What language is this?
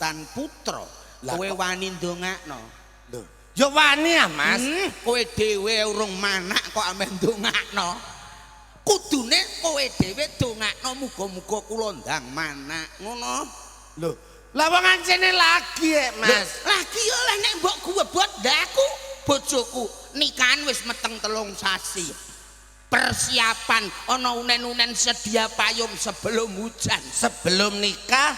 Javanese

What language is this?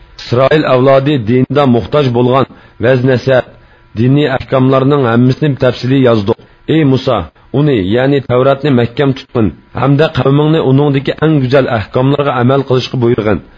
Uyghur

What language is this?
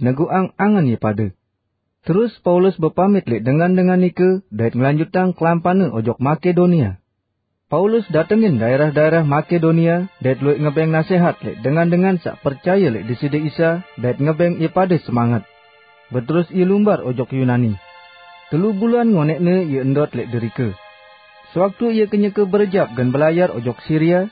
Sasak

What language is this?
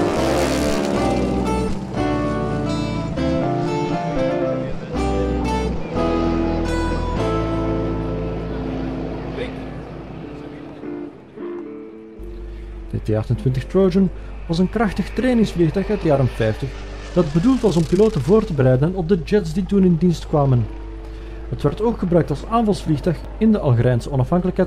Dutch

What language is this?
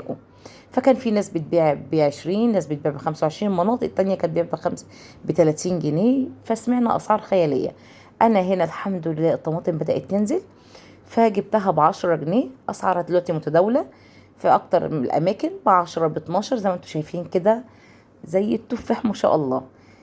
Egyptian Arabic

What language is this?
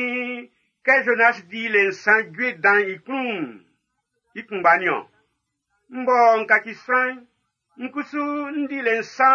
Baoulé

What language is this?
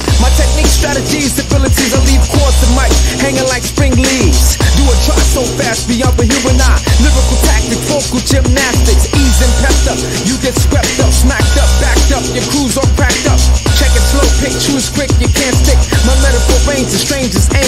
English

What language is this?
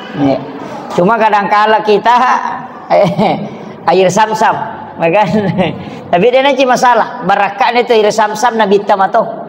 Buginese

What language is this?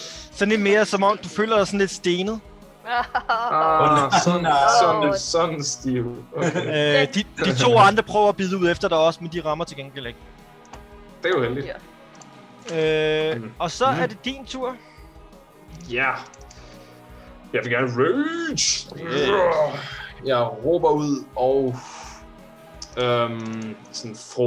Danish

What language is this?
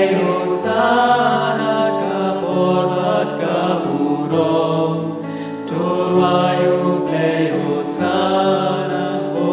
Khasi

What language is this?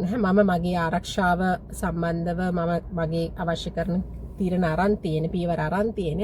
Sinhala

